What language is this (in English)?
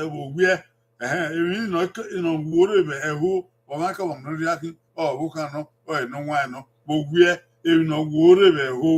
Bini